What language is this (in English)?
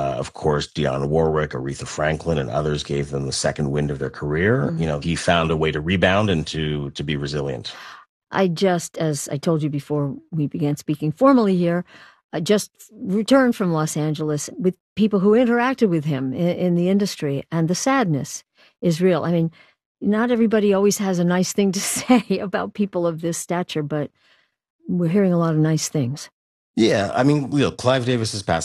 English